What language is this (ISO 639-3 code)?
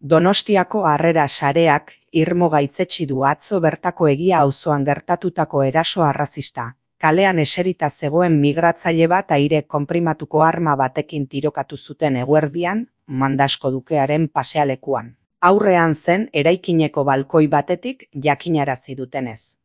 eus